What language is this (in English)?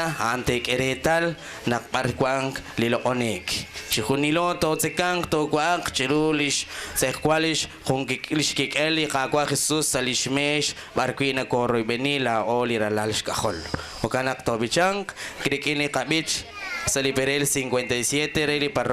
Kekchí